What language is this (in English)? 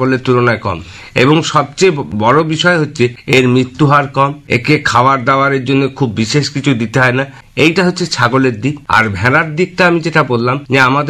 Bangla